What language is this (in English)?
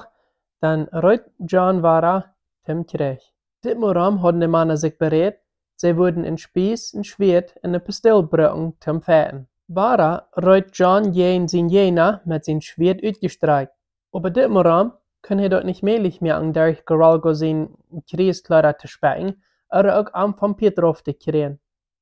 Plautdietsch